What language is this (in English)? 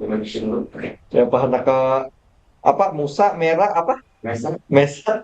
Banjar